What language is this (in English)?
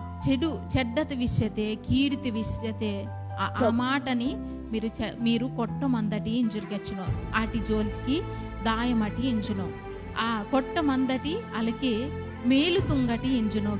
Koya